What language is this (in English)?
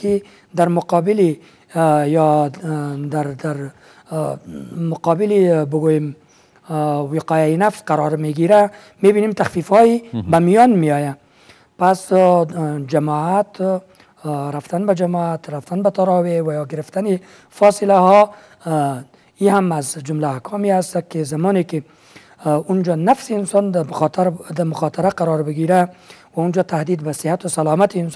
Persian